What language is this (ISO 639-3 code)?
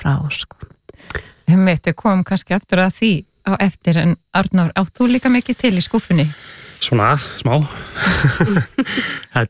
isl